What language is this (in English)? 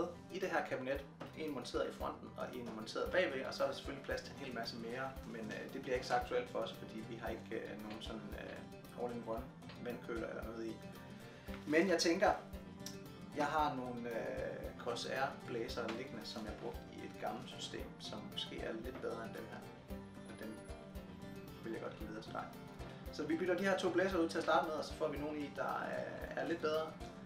Danish